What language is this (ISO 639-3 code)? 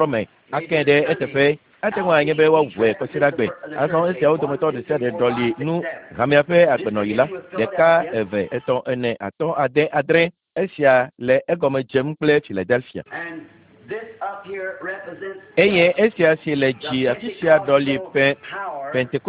ewe